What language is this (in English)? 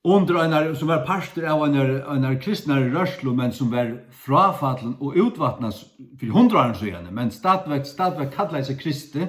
Faroese